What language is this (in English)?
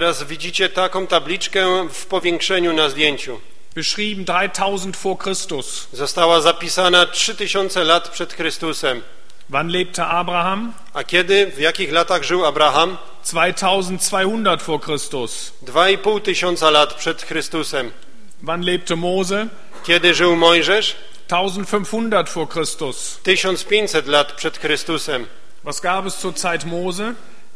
Polish